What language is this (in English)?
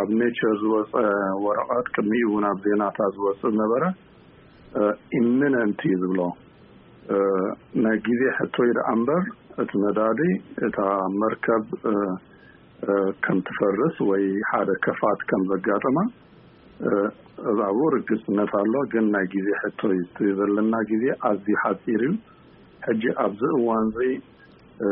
Tigrinya